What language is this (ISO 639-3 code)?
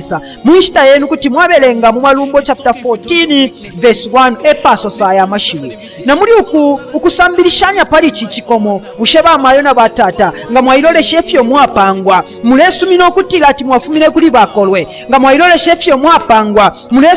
bem